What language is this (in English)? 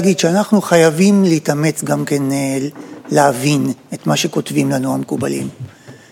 Hebrew